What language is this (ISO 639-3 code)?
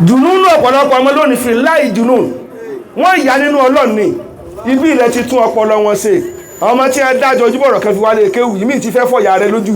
yor